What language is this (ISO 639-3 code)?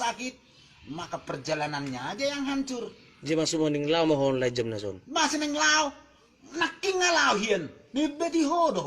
bbc